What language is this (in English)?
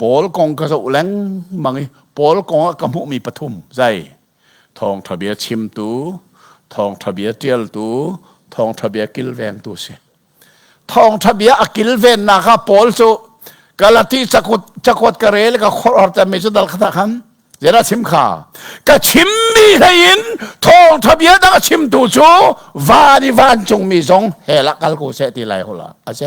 Hakha Chin